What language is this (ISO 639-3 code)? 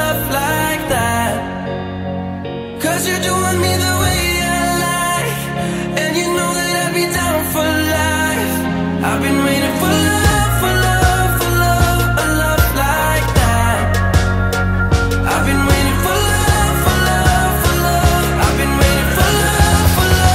eng